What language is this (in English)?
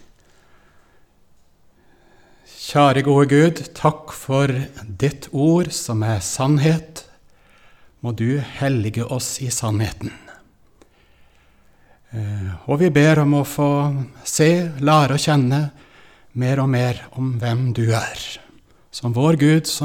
Norwegian